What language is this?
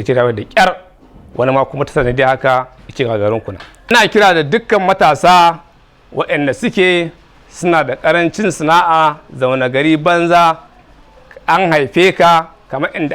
Hausa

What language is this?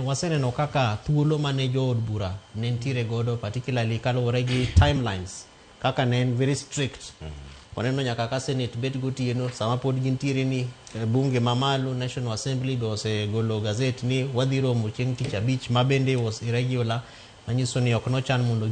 Luo (Kenya and Tanzania)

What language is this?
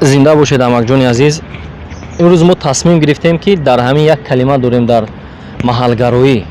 Tajik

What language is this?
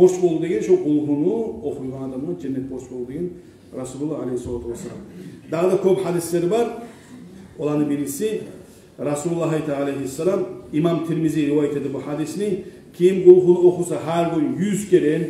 Kumyk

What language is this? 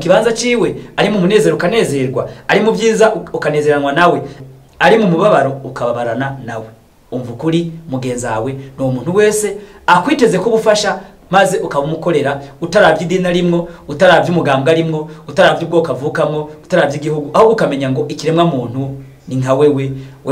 Rundi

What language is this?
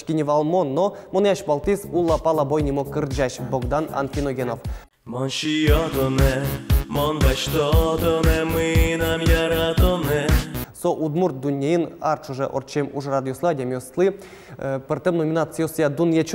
Udmurt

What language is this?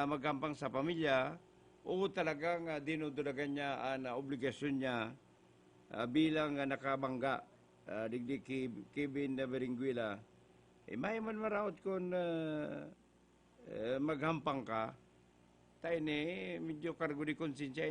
Bikol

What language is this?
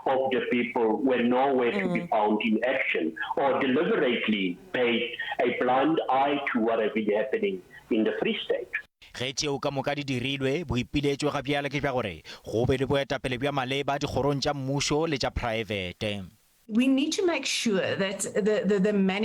Northern Sotho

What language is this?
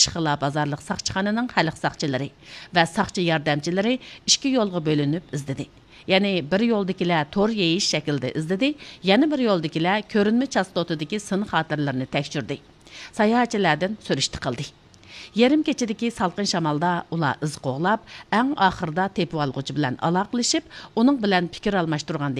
Uyghur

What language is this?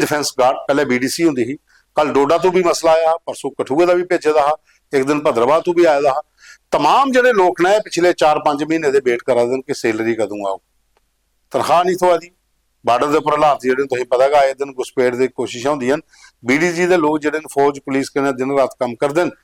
Dogri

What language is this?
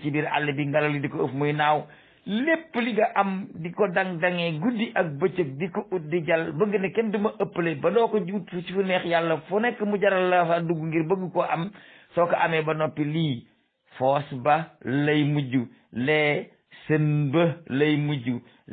Wolof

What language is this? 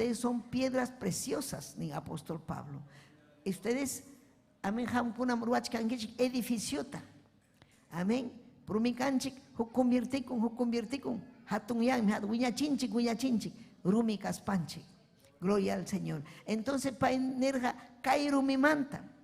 Ayacucho Quechua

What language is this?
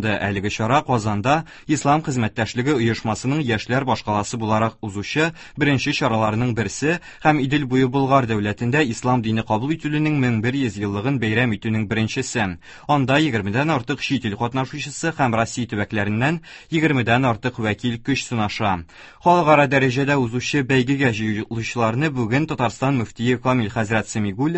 Tatar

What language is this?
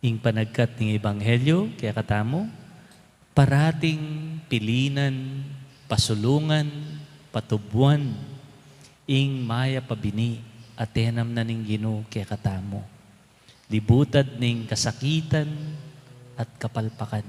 Pampanga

